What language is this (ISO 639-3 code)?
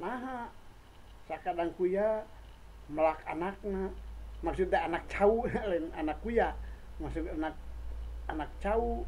sun